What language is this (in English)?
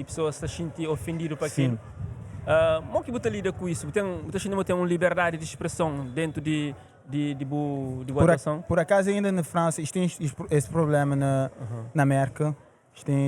Kabuverdianu